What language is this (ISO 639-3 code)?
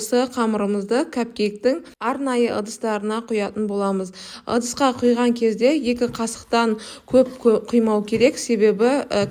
kaz